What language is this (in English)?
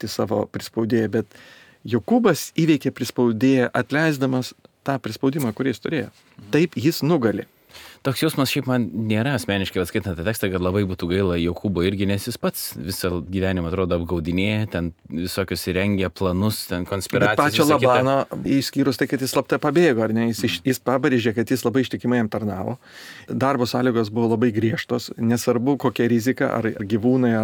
Lithuanian